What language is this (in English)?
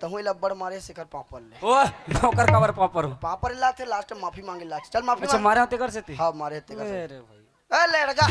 Chhattisgarhi